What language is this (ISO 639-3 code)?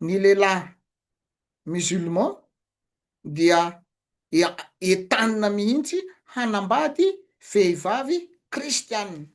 mlg